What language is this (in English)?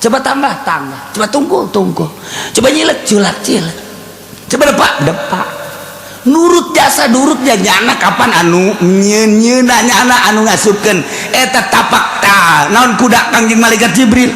Sundanese